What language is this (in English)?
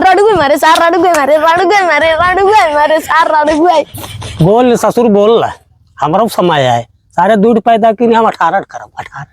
Awadhi